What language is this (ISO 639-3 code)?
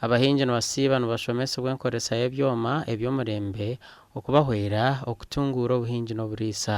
nyn